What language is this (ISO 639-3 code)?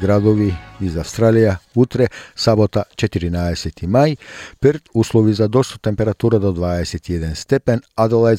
mkd